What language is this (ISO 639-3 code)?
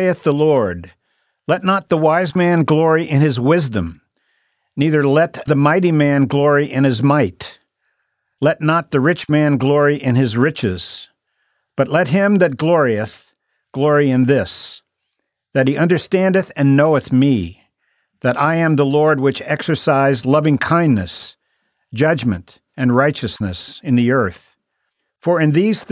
eng